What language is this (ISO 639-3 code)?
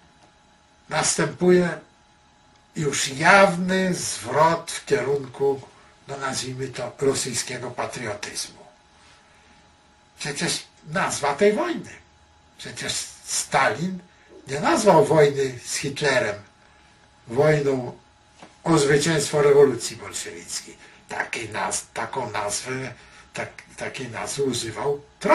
pol